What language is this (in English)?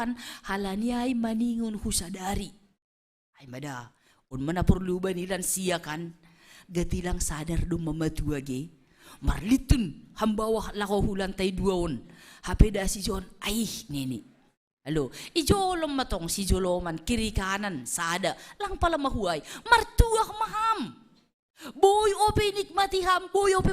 Batak Simalungun